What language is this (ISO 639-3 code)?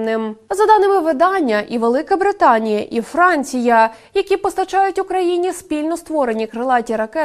ukr